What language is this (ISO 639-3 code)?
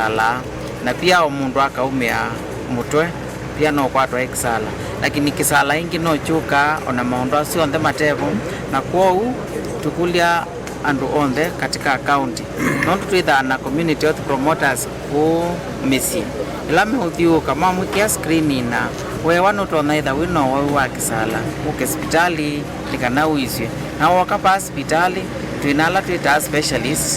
kam